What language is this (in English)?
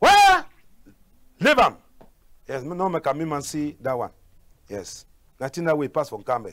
Cameroon Pidgin